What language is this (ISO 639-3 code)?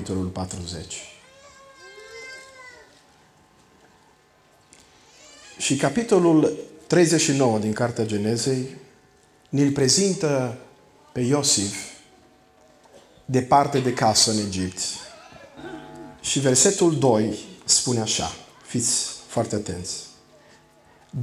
ron